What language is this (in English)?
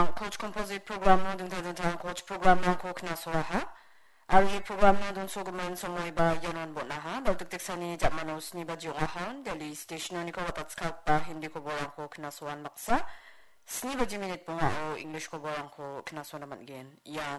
Garo